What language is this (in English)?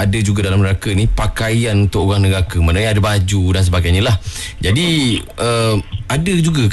Malay